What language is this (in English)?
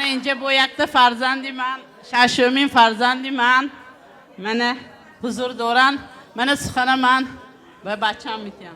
Tajik